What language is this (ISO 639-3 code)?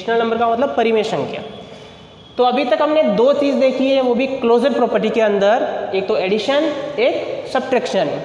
hin